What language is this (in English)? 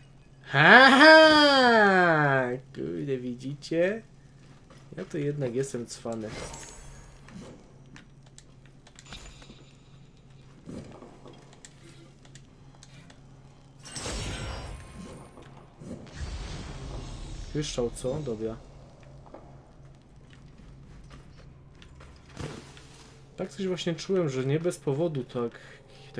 Polish